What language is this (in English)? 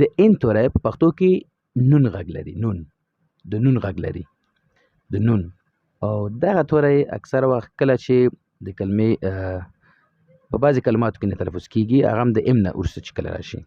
Pashto